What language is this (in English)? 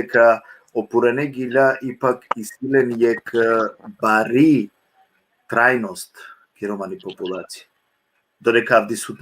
Balkan Romani